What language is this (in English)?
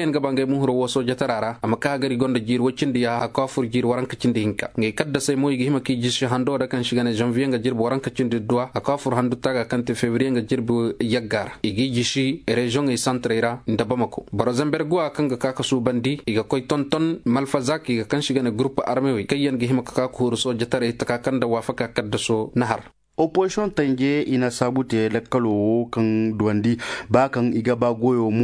Koyraboro Senni